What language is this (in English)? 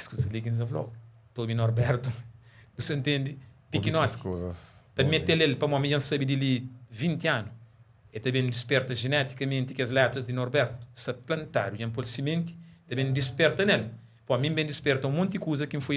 Kabuverdianu